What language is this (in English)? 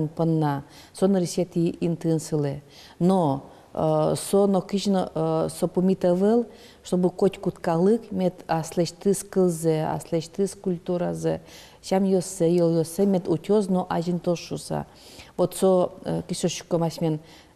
Udmurt